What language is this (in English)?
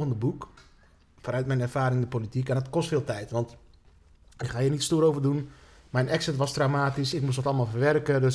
Dutch